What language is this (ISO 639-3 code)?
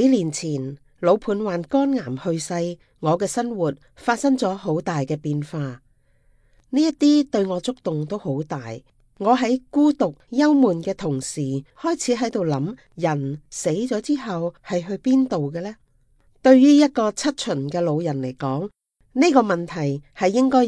yue